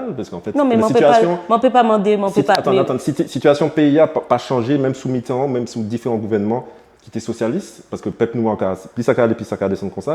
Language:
Guadeloupean Creole French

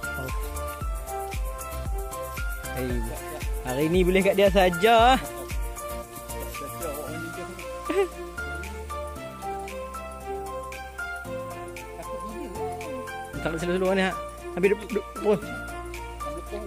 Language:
Malay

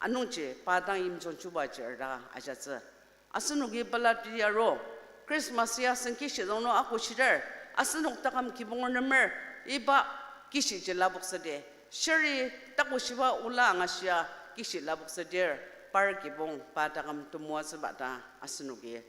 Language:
Ao Naga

